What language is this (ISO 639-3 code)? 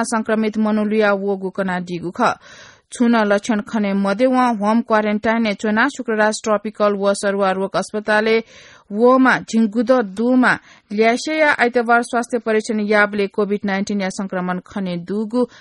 new